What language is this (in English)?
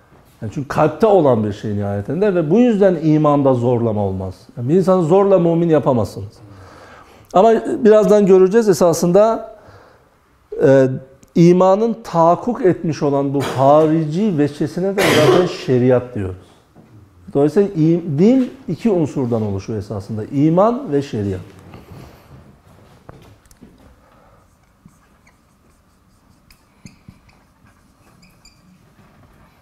Turkish